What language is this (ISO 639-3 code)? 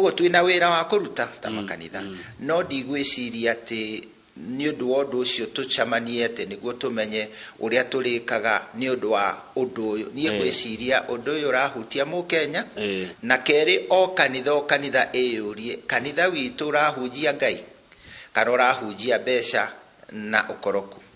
kik